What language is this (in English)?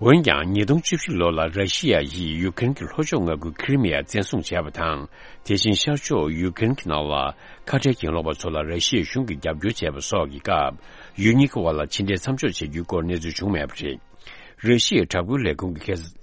Tibetan